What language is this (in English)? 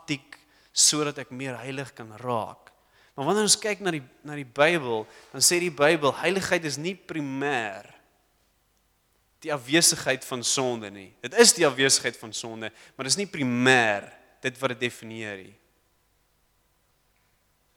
Afrikaans